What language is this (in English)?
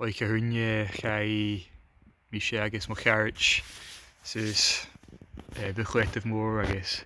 Scottish Gaelic